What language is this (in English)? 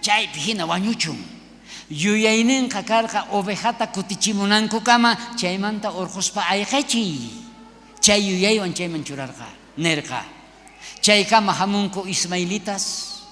South Bolivian Quechua